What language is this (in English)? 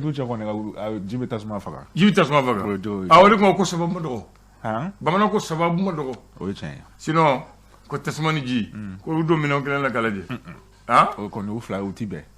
Bambara